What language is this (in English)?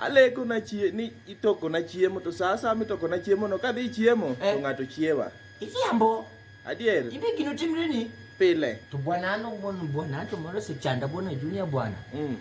Luo (Kenya and Tanzania)